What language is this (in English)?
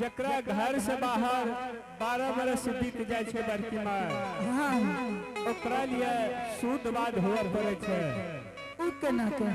Angika